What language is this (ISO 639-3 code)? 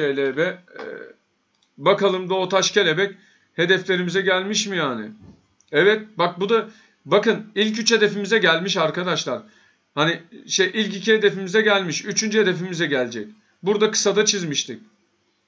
tur